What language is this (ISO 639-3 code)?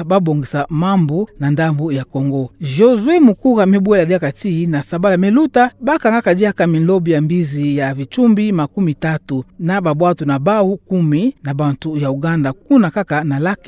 ktu